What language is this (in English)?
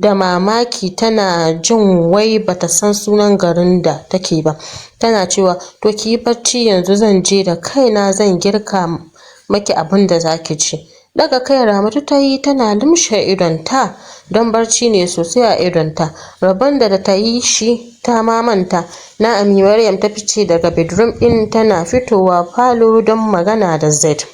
Hausa